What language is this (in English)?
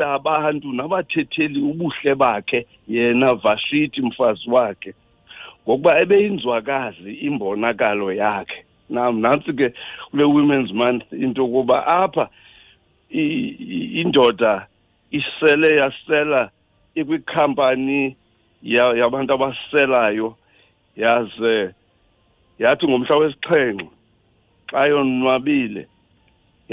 Xhosa